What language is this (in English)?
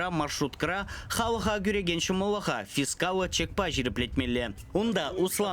Chuvash